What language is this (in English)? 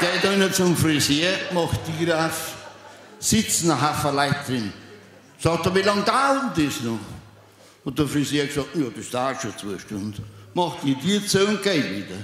Bavarian